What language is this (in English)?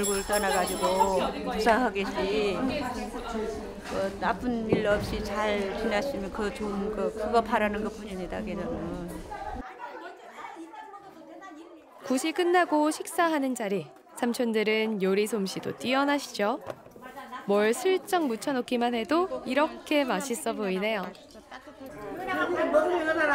Korean